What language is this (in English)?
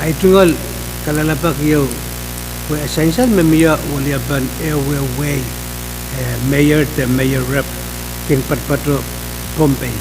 Pohnpeian